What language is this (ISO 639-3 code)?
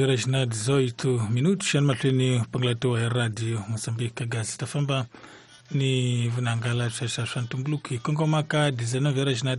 tso